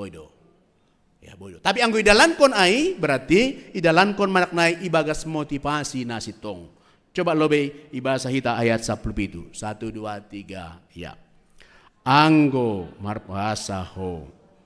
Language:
Batak Simalungun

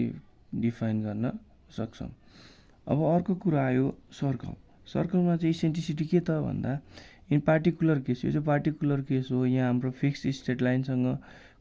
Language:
Nepali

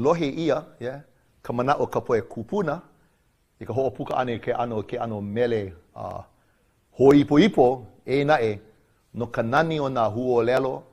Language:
Hawaiian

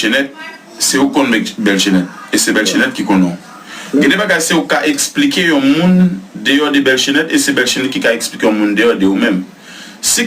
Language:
Haitian Creole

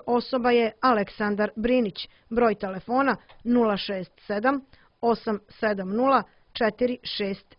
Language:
Serbian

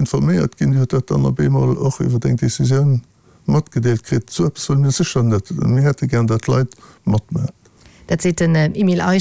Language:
Luxembourgish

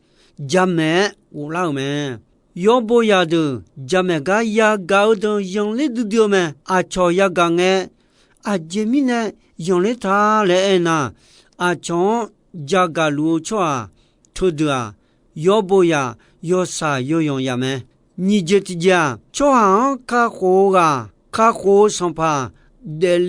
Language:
Akha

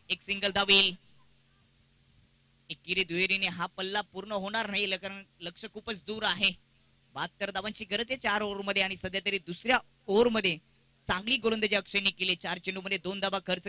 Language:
Marathi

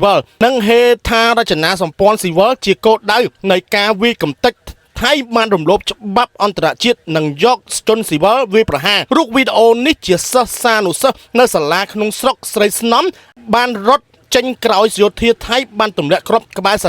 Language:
Khmer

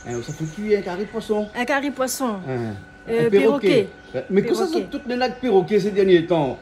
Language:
Réunion Creole French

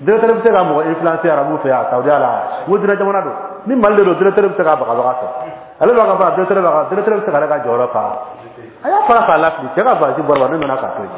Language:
Bambara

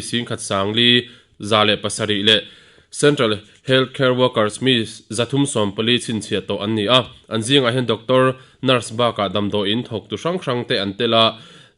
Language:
Mizo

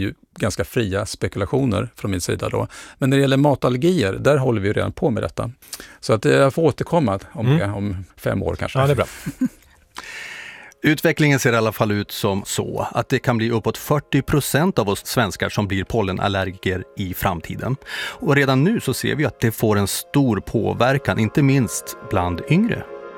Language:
Swedish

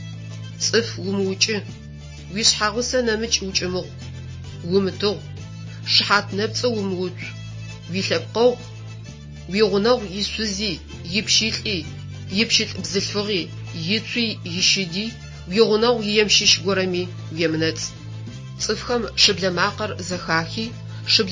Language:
Adyghe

